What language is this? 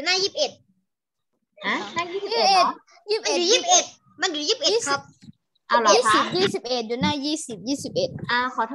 Thai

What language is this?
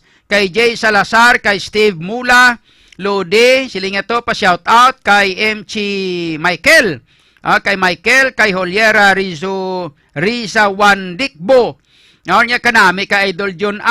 Hiligaynon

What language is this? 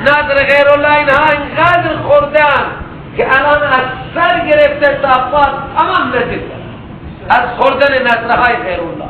Persian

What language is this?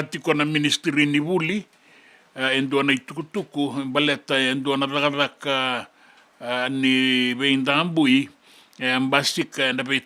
Fijian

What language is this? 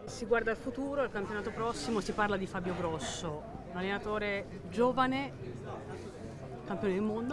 Italian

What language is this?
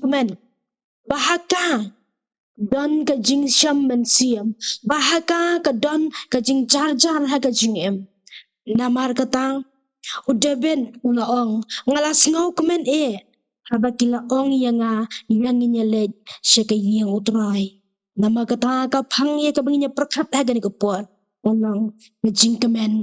Khasi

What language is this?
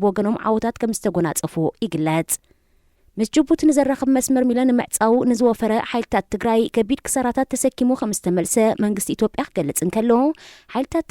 Tigrinya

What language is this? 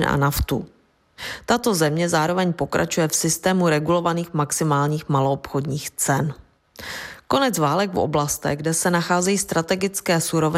Czech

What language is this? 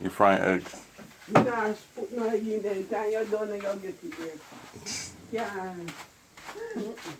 Jamaican Creole English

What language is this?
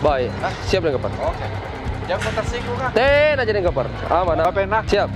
Makassar Malay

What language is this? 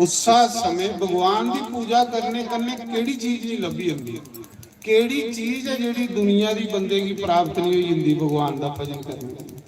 Dogri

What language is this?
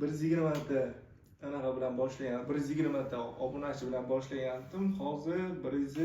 Uzbek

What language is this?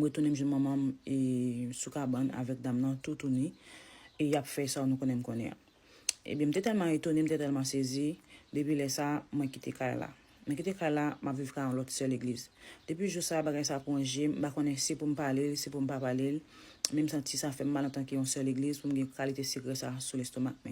Haitian Creole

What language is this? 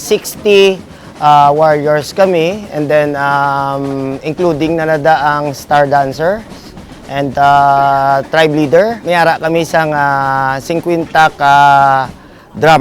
Hiligaynon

